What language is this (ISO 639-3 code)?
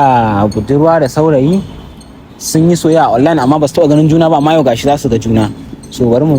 hau